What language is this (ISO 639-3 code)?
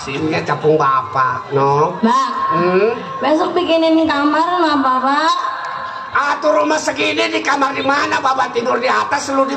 bew